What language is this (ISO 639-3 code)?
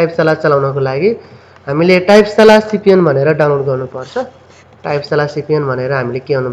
nep